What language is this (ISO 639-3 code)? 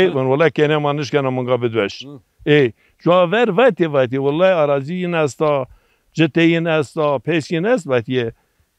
zza